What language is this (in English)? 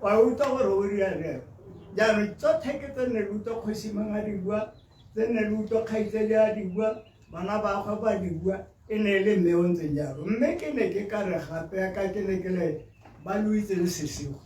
Tswana